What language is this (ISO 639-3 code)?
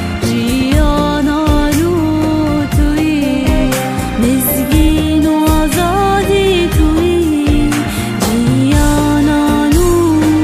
kur